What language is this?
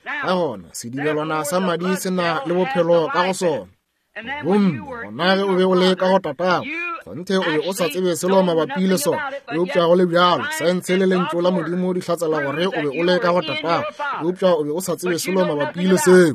Northern Sotho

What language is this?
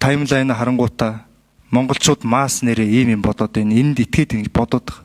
Mongolian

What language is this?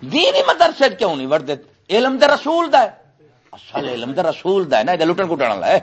Saraiki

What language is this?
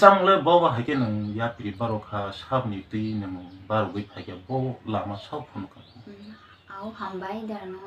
Kok Borok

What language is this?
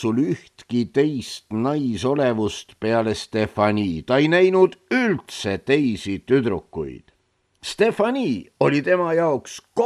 Estonian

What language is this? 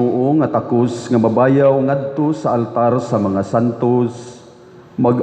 Cebuano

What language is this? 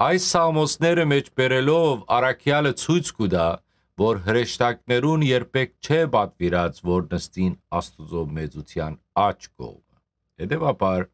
Western Armenian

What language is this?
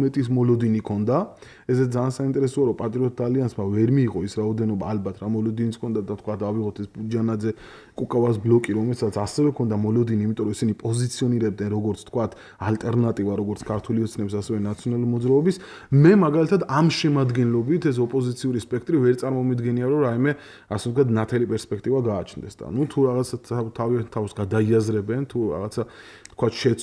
Georgian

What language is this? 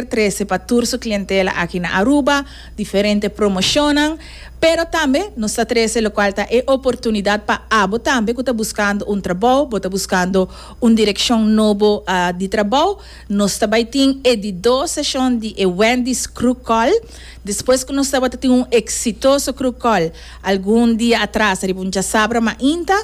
Papiamento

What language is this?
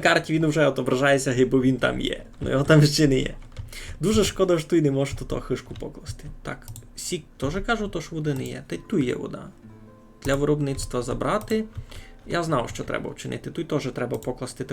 Rusyn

